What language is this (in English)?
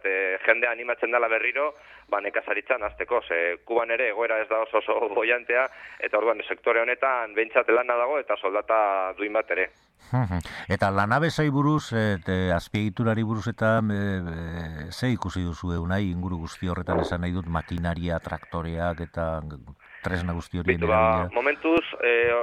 Basque